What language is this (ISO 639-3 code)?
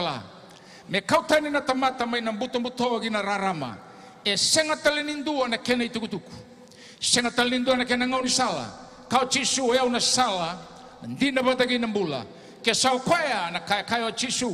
fij